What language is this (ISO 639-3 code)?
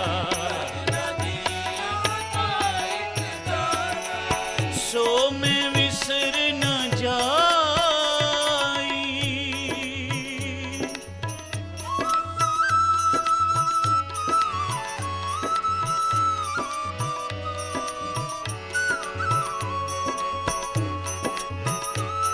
pan